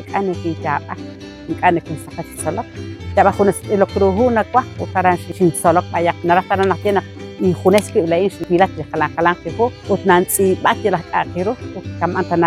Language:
Kekchí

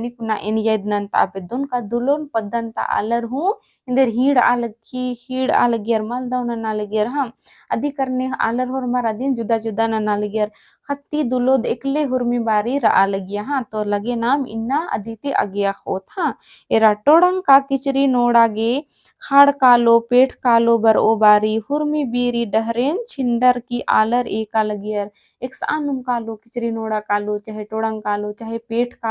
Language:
Kurukh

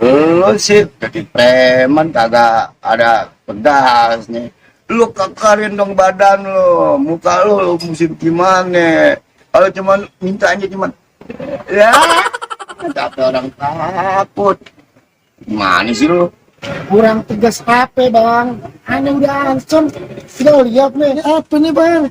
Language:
Betawi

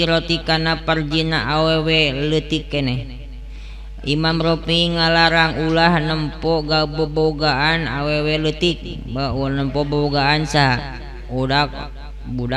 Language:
Sundanese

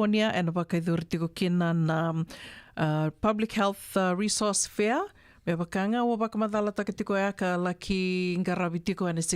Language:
Fijian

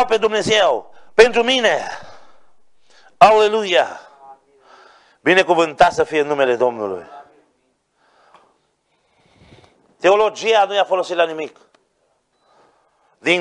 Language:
Romanian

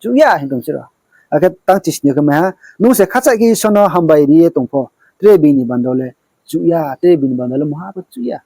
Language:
Riang (India)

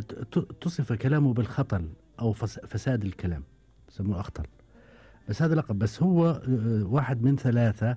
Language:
Gulf Arabic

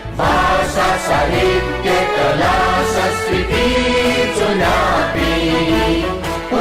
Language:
Newari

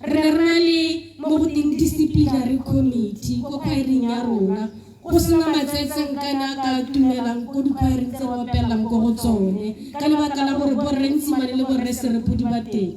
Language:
Tswana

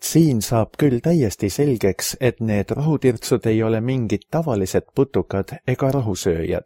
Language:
Estonian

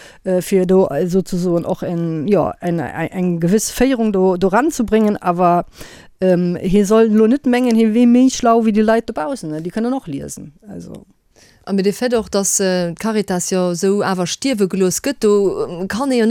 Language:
Luxembourgish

